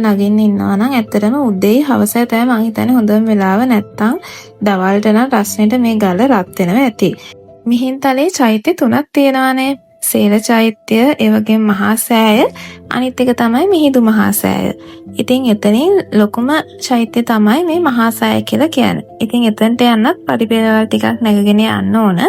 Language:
Sinhala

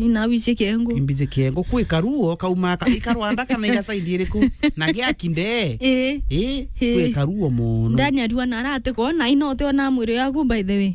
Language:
Meru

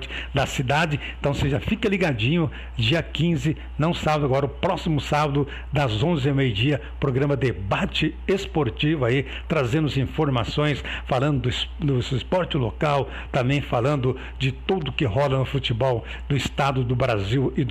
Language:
Portuguese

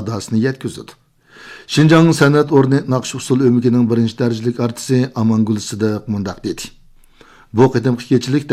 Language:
Uyghur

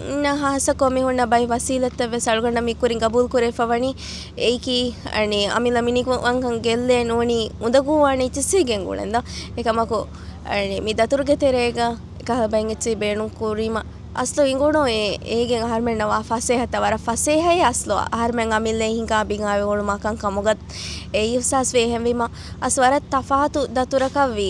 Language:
Divehi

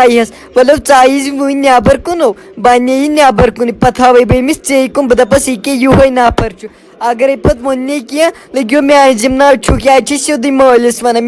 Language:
Kashmiri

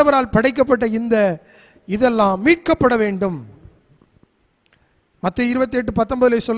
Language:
Tamil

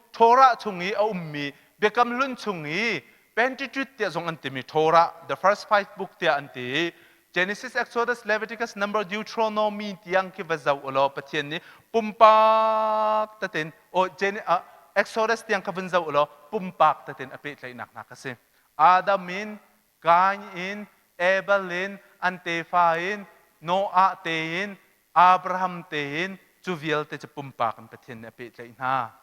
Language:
Hakha Chin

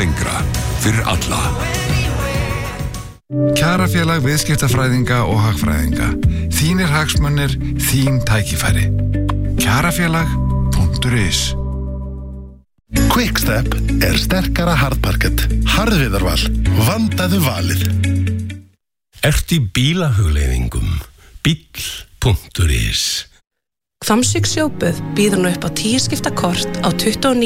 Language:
Icelandic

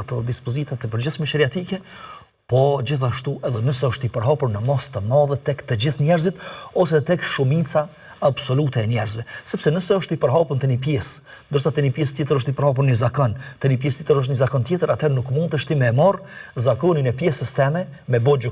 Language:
Albanian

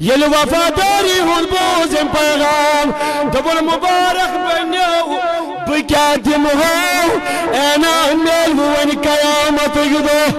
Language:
Kashmiri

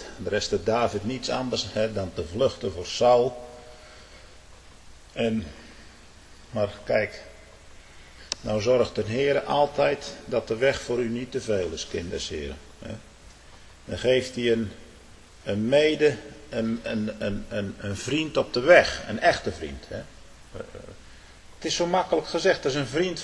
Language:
Dutch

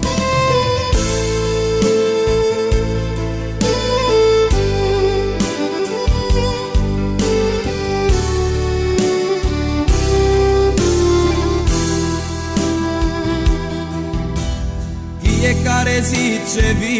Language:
Romanian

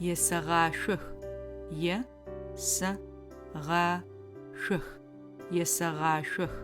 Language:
Adyghe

